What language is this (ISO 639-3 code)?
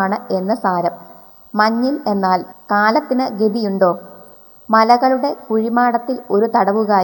mal